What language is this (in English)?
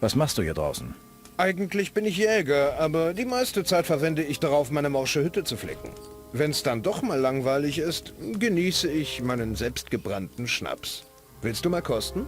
Bavarian